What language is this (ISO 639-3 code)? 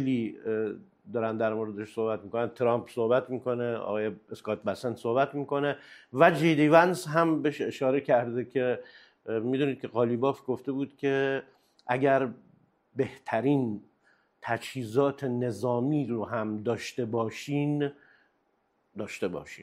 fas